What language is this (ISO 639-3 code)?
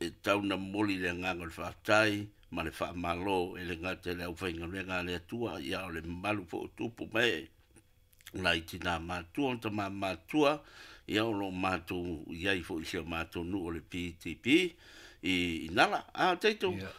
smo